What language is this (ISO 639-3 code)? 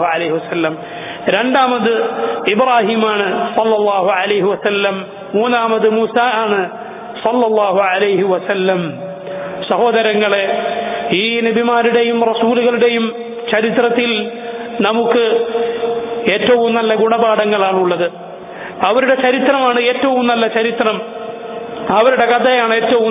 mal